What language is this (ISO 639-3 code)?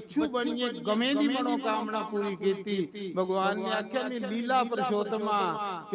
doi